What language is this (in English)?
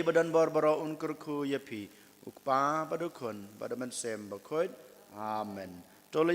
Khasi